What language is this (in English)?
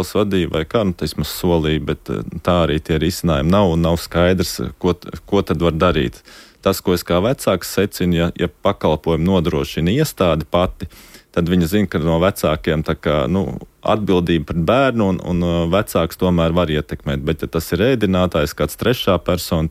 Latvian